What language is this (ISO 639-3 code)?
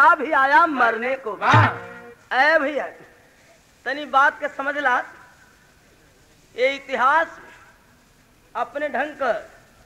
bho